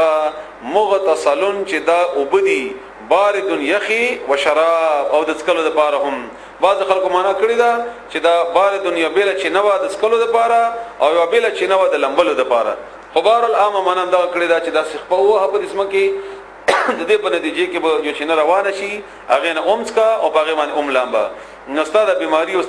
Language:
Pashto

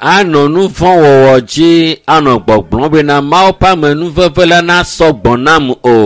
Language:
Ewe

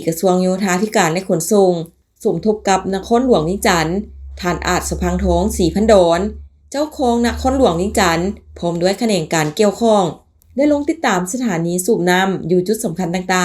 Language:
Lao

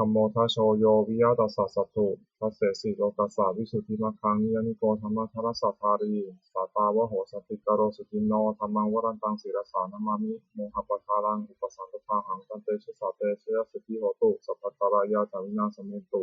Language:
Pali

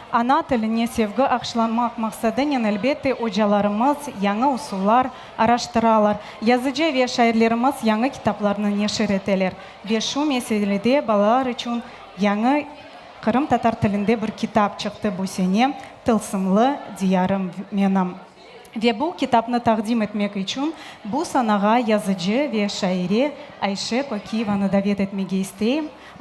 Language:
Crimean Tatar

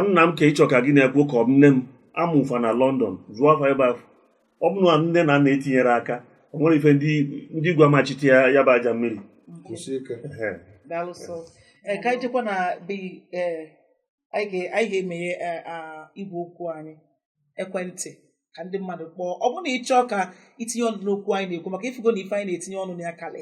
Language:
Igbo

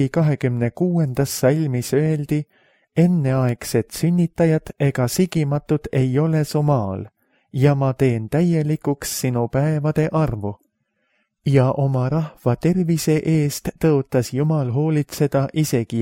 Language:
Estonian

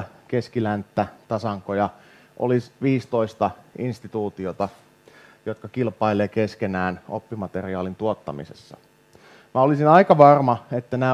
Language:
Finnish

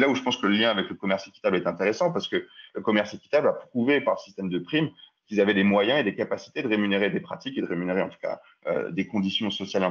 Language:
French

